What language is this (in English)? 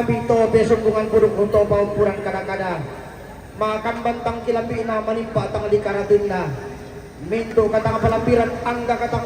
Toraja-Sa'dan